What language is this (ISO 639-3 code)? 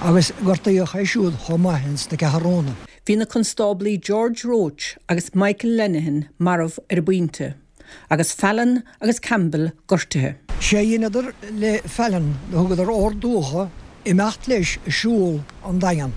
gle